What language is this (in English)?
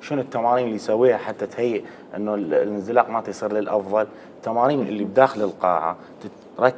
Mesopotamian Arabic